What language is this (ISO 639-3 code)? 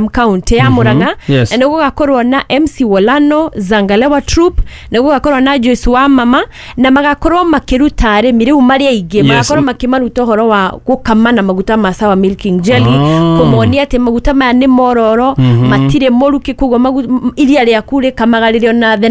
kik